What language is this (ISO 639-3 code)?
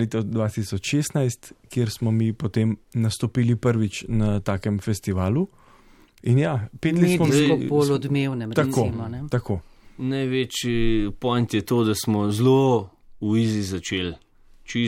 slv